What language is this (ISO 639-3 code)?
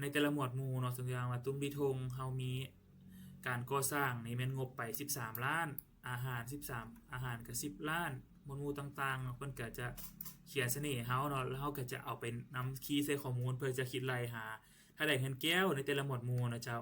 lao